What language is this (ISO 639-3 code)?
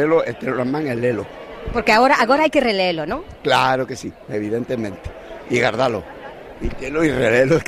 glg